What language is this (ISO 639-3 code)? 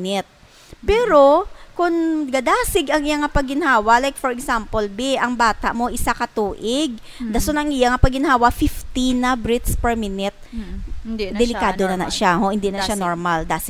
hil